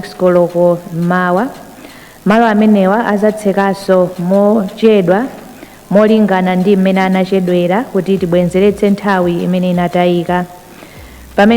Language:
Nyanja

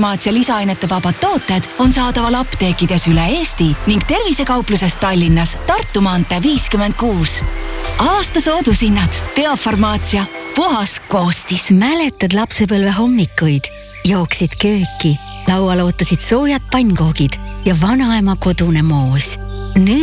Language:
Estonian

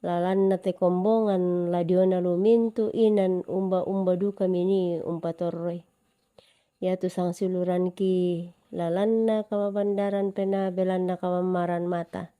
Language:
Toraja-Sa'dan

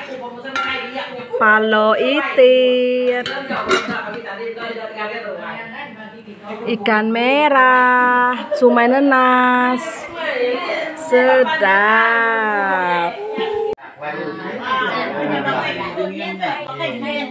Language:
Malay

